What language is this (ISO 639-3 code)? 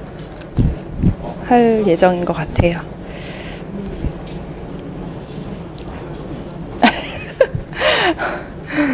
kor